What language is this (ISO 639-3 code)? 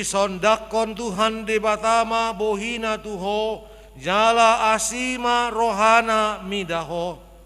bbc